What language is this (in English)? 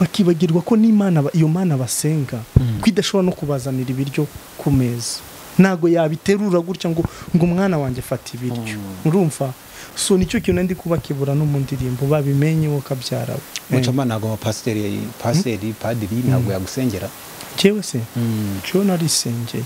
Kinyarwanda